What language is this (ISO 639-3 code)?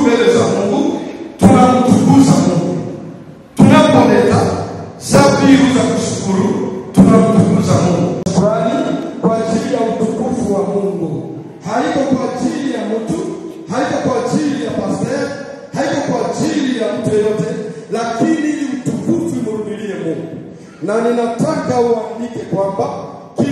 swa